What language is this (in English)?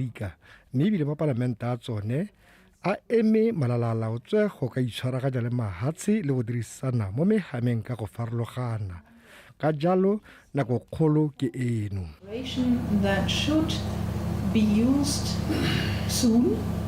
Tswana